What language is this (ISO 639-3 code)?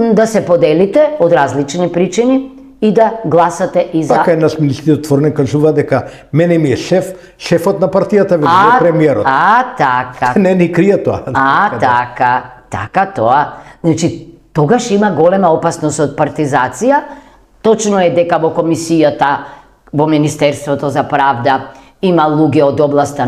mkd